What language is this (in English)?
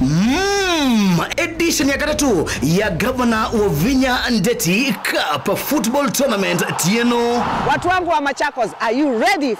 Kamba